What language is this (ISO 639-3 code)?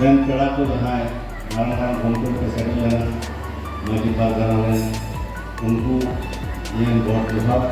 sat